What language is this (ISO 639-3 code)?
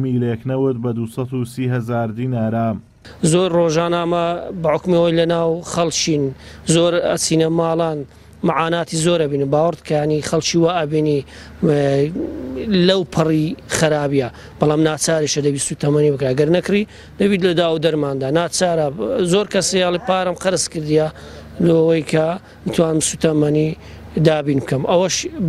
ckb